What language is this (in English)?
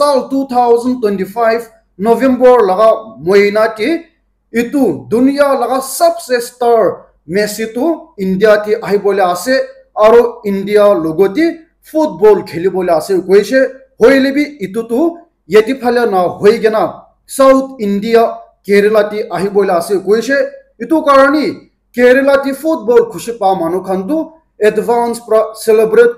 Naga Pidgin